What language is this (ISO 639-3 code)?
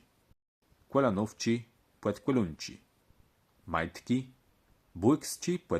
csb